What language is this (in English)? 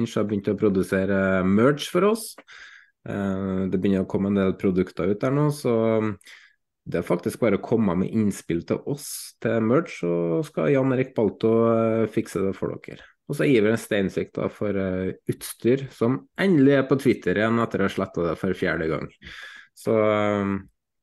Norwegian